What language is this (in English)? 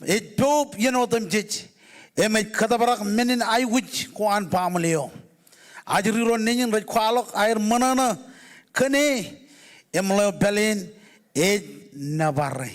Marshallese